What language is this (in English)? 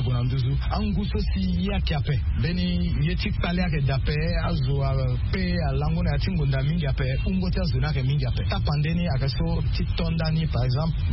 Sango